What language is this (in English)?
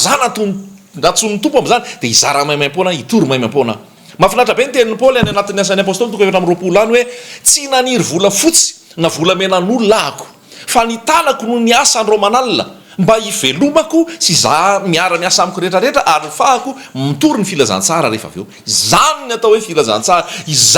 Malagasy